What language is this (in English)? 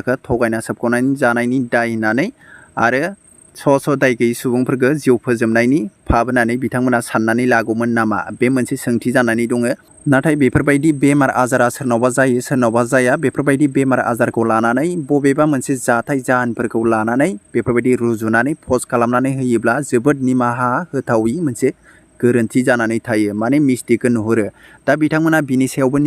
Bodo